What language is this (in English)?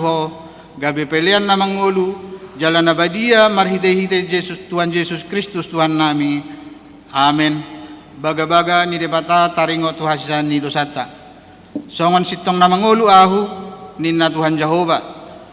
Batak Toba